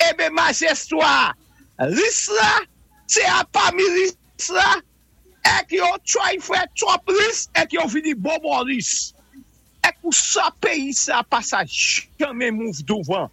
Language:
Saint Lucian Creole French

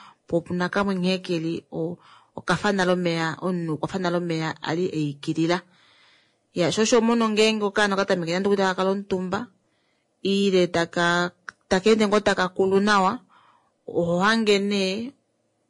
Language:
Kuanyama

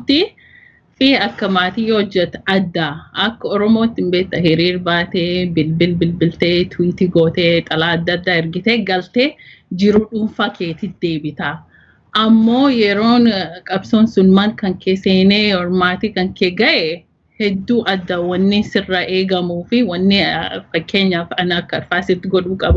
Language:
Oromo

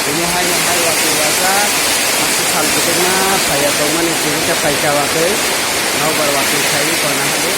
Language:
Kok Borok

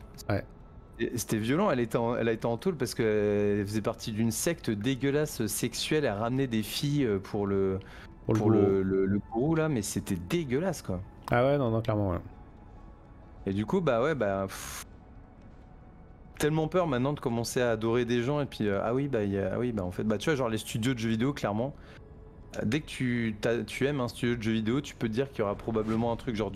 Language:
French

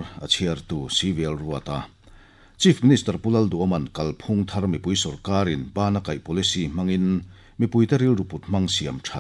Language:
Mizo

